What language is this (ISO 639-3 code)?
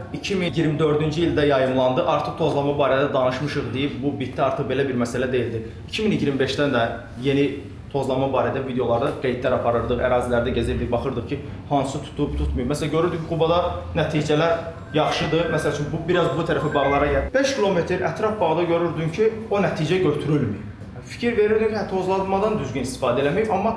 aze